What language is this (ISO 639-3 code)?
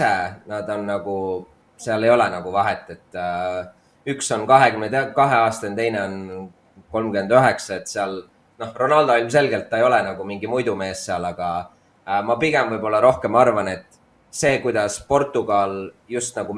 est